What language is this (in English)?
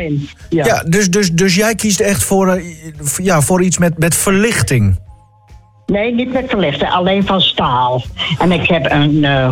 Dutch